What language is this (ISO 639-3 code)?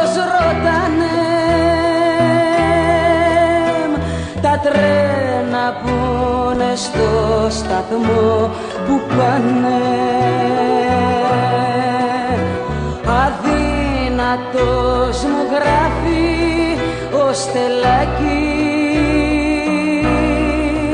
ell